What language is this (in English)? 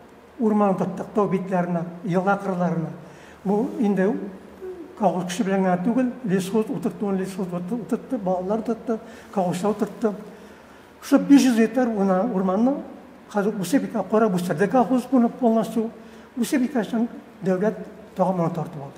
Tatar